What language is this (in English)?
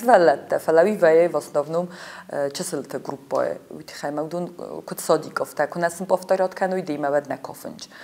Ossetic